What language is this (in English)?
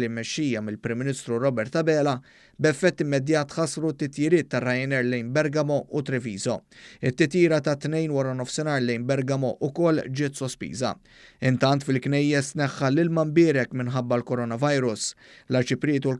Maltese